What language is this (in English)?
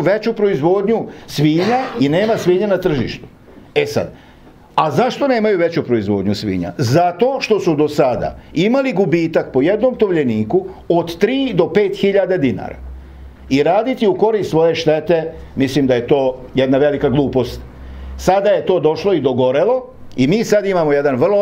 Serbian